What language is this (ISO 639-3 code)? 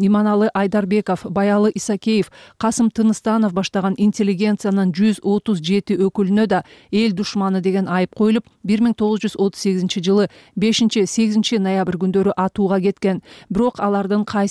kir